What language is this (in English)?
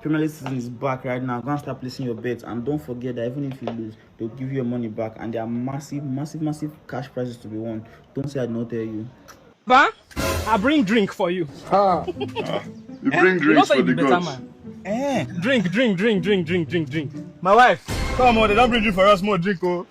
Nigerian Pidgin